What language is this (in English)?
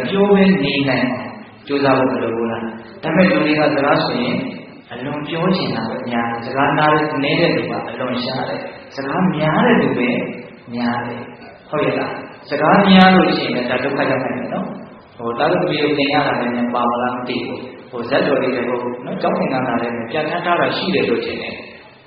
Burmese